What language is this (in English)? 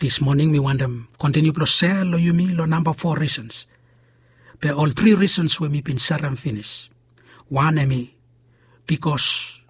Bislama